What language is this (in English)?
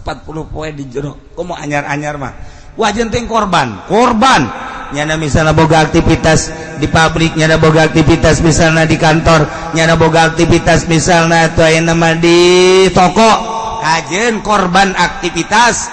Sundanese